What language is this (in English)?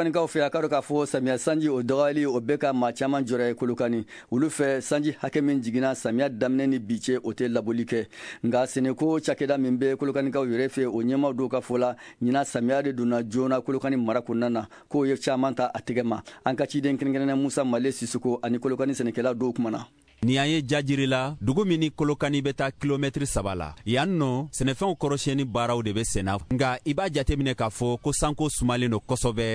Bambara